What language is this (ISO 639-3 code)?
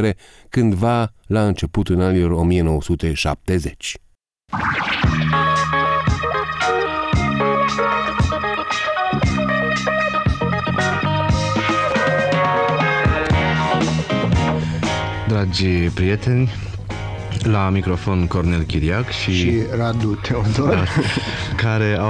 ron